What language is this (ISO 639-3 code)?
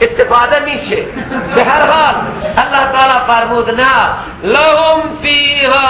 fas